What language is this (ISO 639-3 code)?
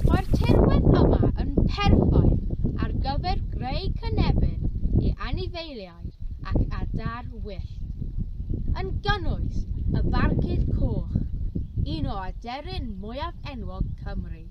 cym